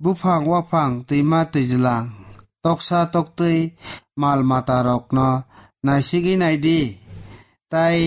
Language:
Kok Borok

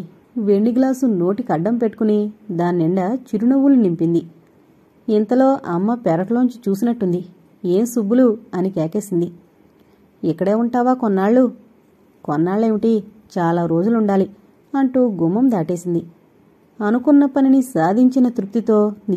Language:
Telugu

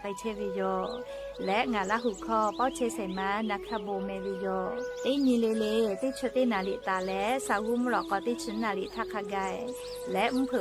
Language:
Lahu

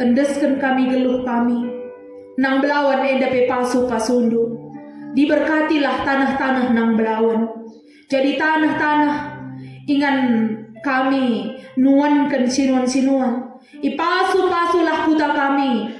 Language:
Batak Karo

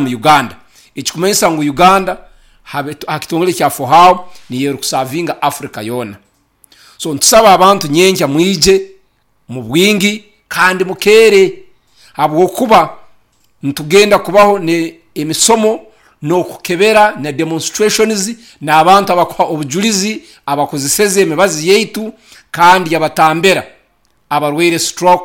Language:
Nyankole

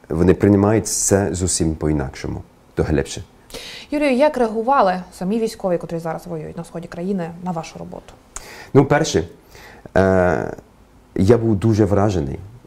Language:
Ukrainian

